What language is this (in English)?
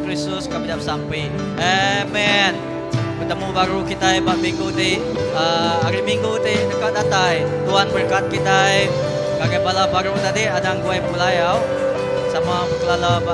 Iban